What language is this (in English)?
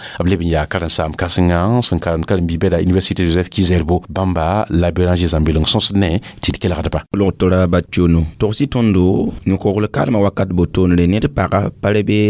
Mossi